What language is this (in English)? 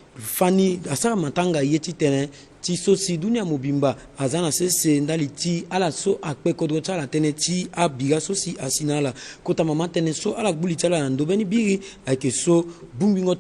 Sango